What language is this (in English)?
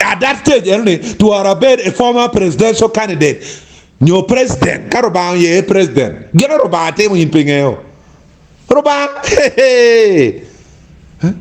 Acoli